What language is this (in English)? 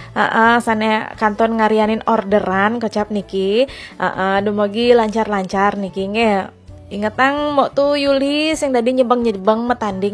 Balinese